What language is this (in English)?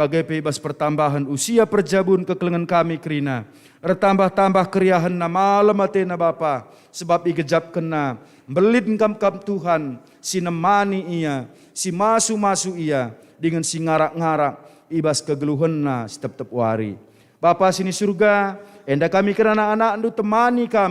Batak Karo